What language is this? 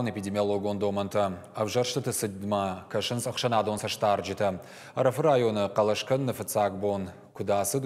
Ossetic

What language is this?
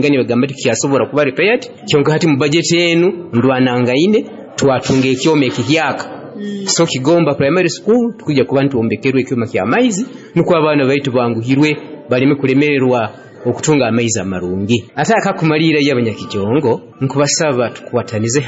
Nyoro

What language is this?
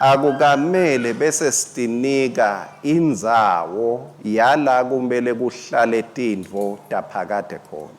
Swati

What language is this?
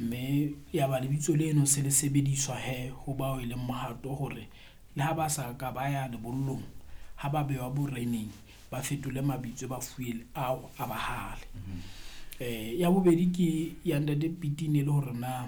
Southern Sotho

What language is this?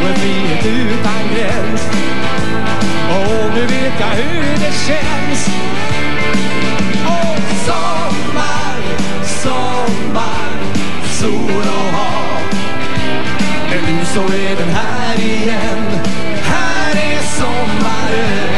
Swedish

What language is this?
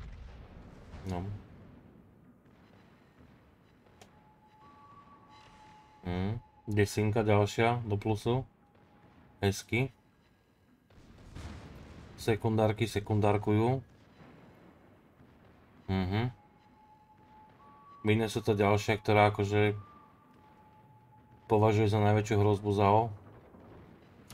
Slovak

